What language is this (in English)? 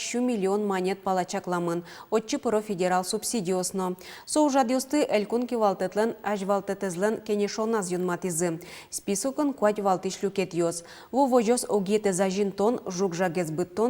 Udmurt